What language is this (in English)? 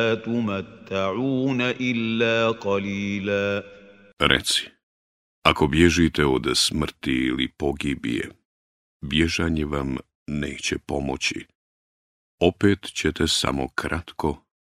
Bosnian